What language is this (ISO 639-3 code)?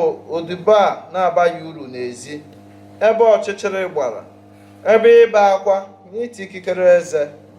ibo